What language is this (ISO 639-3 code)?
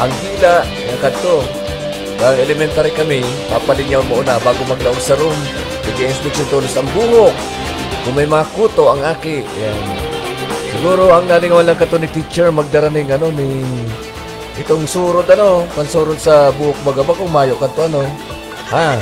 bik